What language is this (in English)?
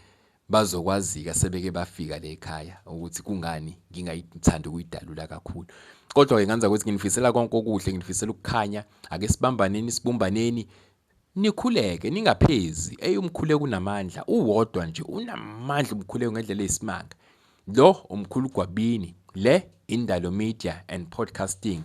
Zulu